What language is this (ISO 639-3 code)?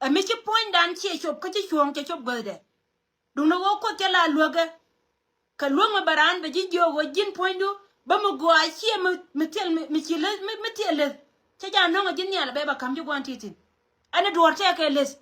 nus